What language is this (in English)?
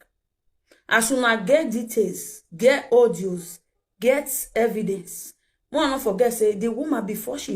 Nigerian Pidgin